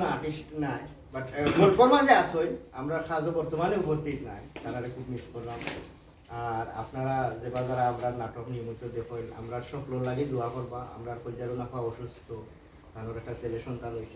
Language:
Sylheti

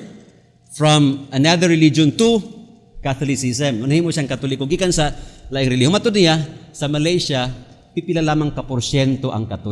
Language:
Cebuano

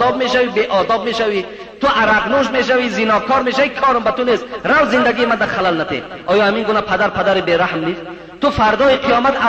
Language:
Tajik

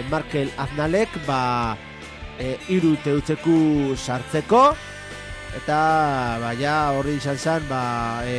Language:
Basque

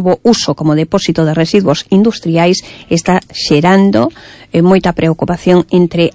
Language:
Galician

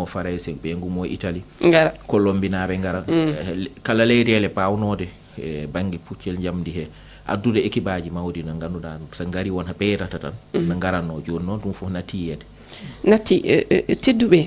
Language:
Fula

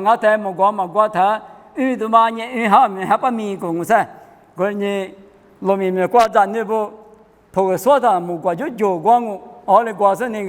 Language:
Lisu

